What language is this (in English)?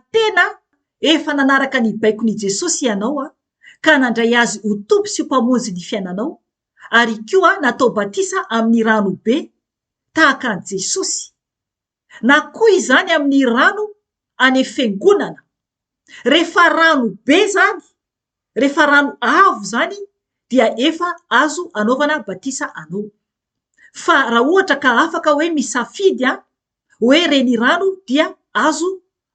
Malagasy